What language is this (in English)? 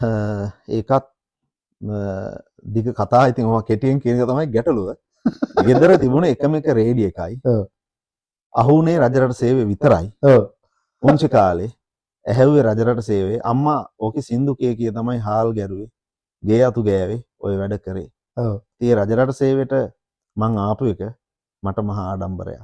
Sinhala